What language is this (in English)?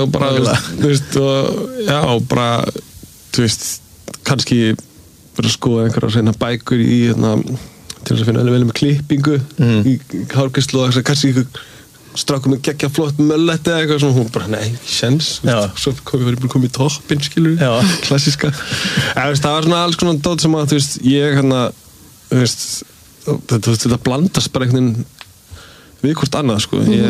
Icelandic